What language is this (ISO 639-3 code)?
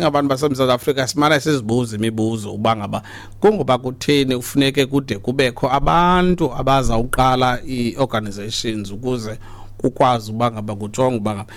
xho